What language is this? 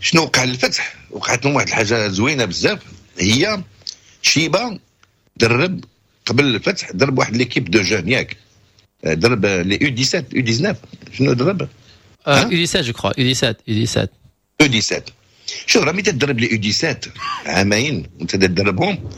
Moroccan Arabic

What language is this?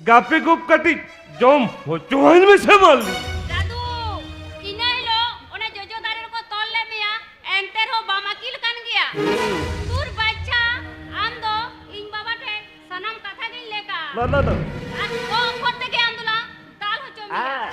Santali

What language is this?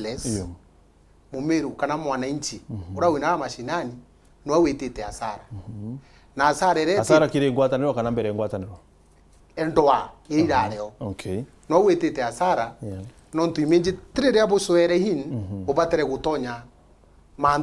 Meru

